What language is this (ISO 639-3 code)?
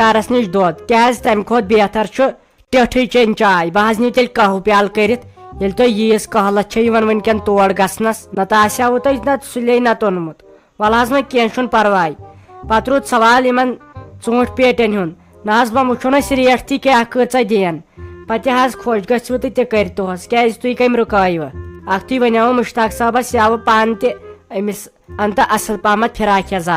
kas